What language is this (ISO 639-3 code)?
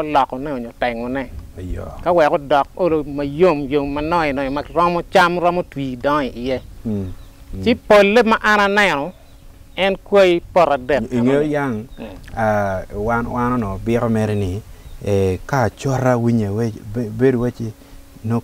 ach